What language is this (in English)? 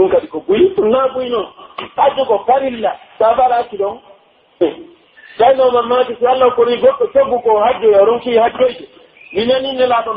Pular